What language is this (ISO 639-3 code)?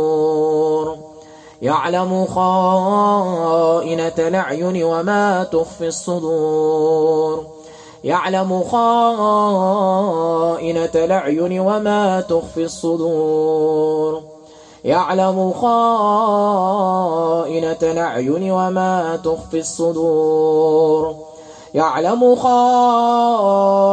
ara